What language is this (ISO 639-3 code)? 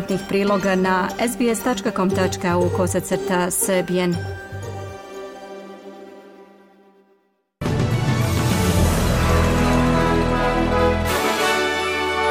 srp